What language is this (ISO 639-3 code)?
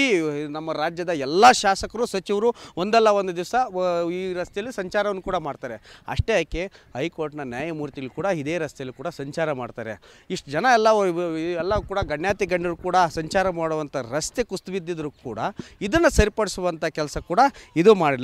kan